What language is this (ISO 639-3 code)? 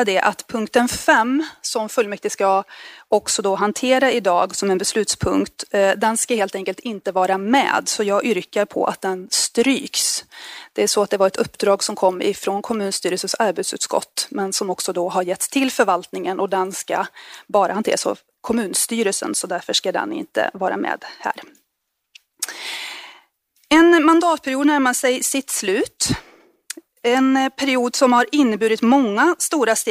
swe